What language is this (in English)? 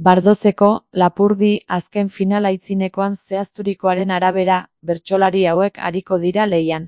Basque